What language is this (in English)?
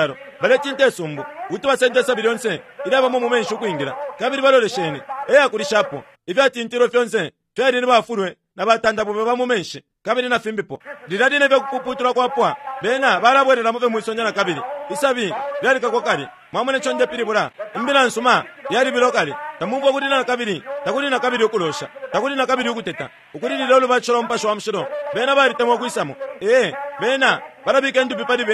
Bemba